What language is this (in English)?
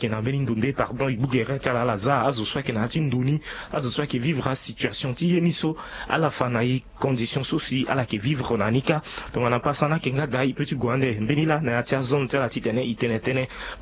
Sango